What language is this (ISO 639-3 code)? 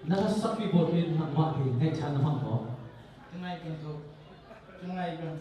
cnh